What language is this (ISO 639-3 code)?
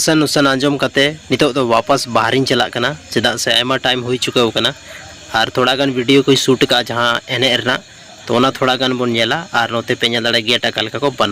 sat